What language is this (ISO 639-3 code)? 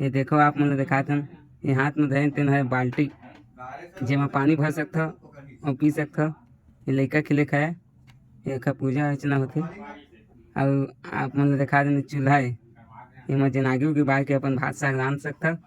hne